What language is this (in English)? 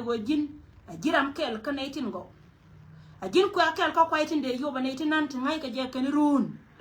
Nuer